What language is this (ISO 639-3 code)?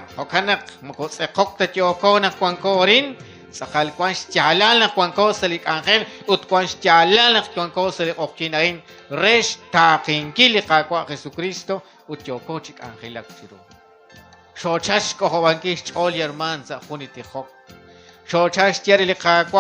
kek